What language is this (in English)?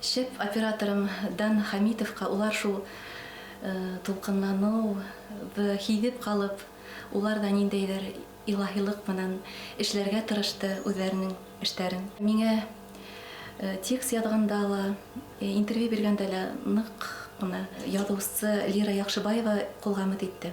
Bashkir